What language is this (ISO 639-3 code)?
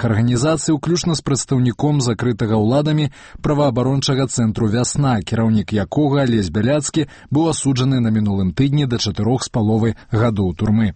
bel